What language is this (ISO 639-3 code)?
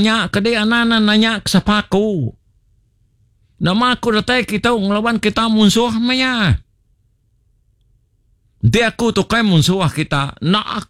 iba